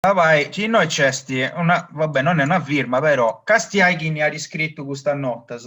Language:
Sardinian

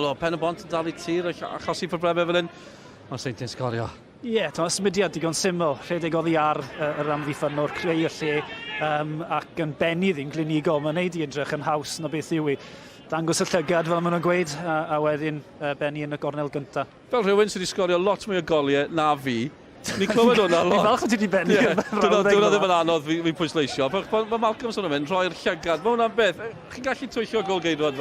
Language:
Welsh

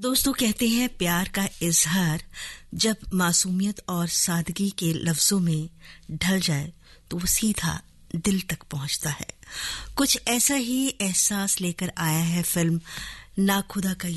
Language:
Hindi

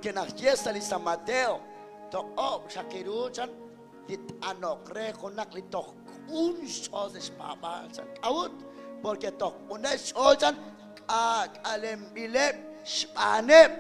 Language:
Kekchí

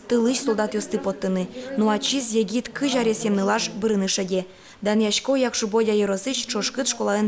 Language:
Udmurt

